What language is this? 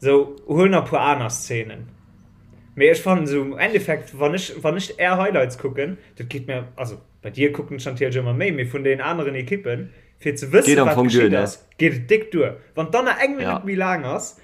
Luxembourgish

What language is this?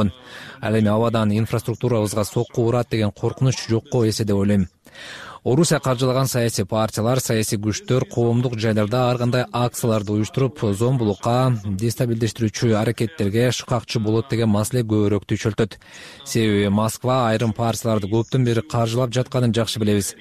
Kyrgyz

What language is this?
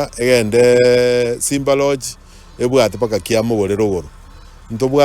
Gusii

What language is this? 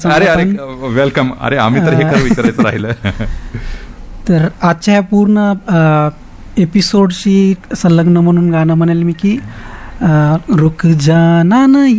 Marathi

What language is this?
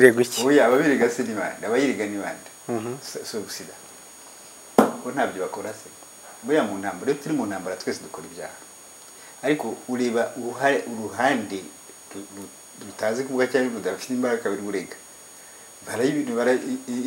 Kinyarwanda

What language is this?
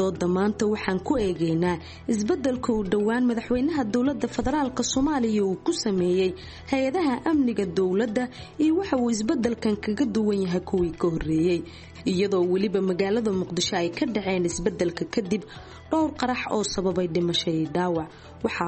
Somali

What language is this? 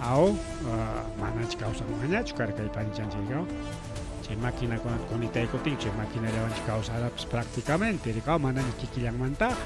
Ayacucho Quechua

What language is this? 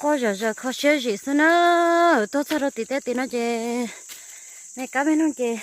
Hmong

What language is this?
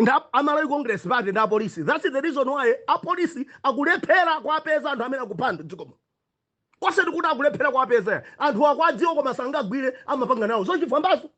Nyanja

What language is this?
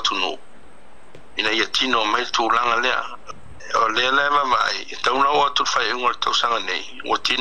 Samoan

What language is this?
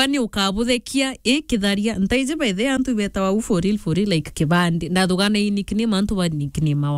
Meru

